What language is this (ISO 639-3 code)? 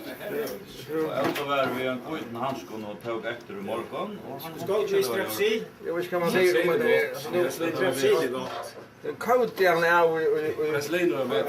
fao